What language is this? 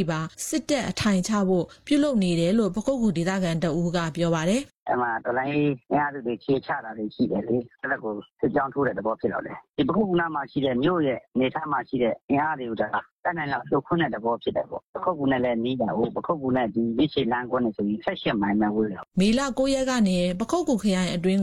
Burmese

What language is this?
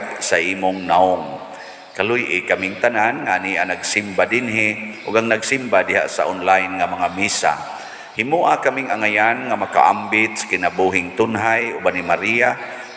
Cebuano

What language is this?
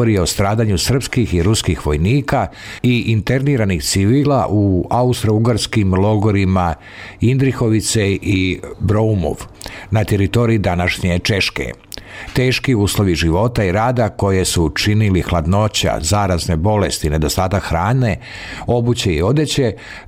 Serbian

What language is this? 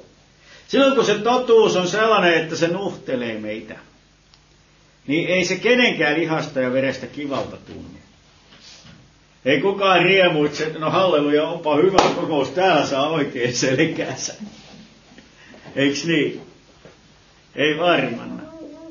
Finnish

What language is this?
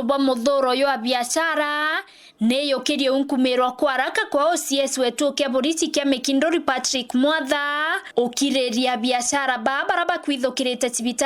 Meru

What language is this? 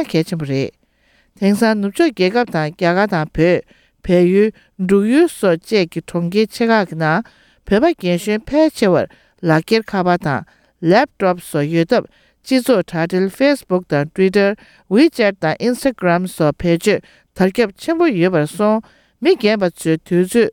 Tibetan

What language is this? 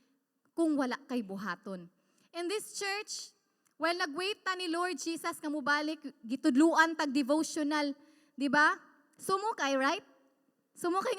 Cebuano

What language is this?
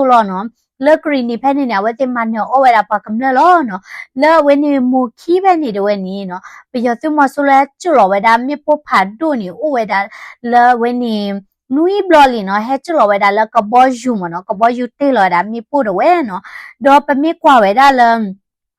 S'gaw Karen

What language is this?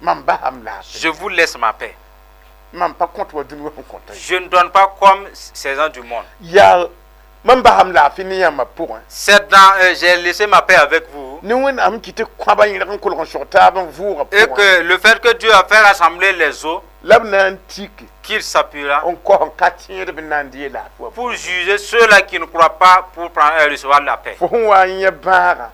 Mossi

